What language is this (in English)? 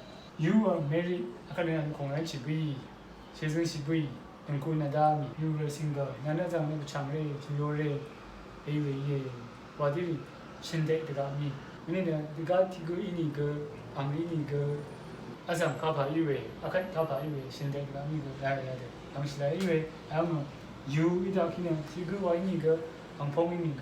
Rawang